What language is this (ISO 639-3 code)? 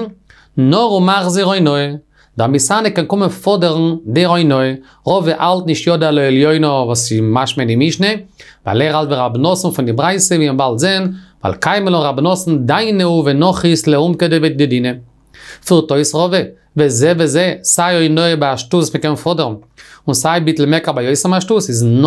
yid